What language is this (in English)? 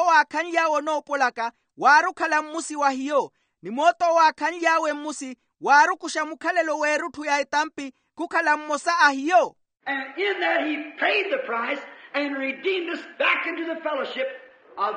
Makhuwa